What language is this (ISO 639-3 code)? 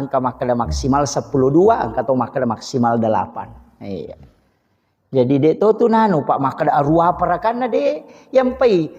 bug